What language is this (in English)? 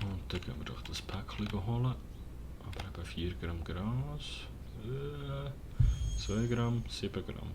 Swiss German